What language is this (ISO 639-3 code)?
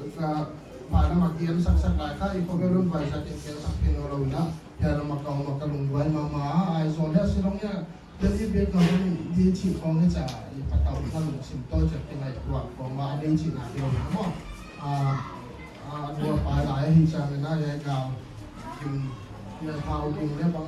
pck